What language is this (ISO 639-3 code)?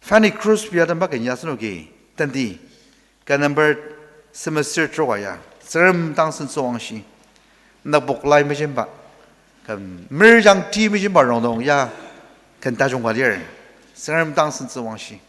njo